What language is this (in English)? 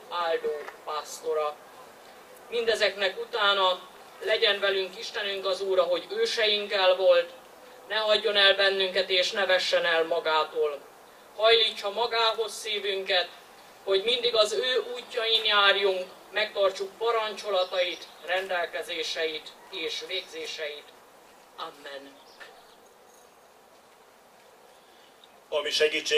Hungarian